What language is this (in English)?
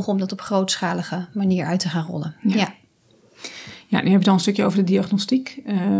Dutch